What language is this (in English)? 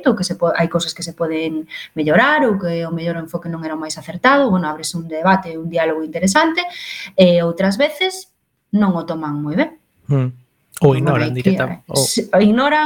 Galician